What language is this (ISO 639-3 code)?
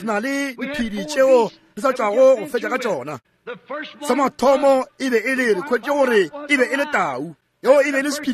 nso